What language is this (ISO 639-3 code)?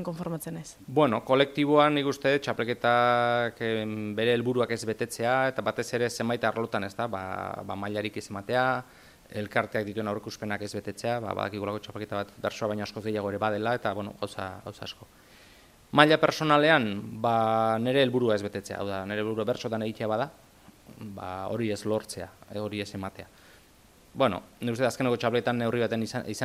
eus